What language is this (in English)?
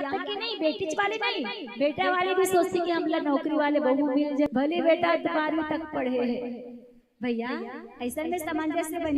Chhattisgarhi